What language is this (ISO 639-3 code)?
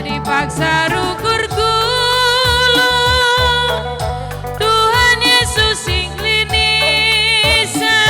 btx